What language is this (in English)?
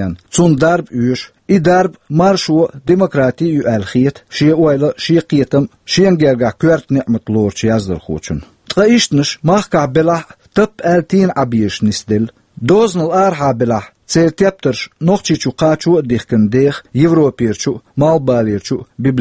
Chechen